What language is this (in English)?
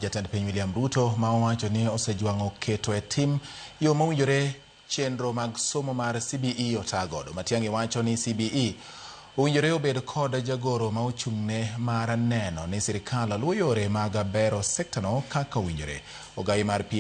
Luo (Kenya and Tanzania)